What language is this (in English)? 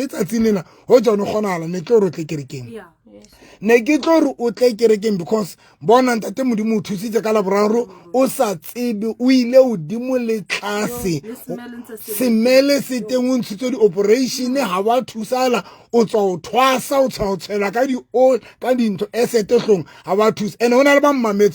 Southern Sotho